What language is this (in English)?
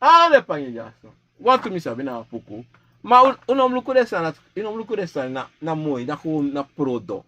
Sranan Tongo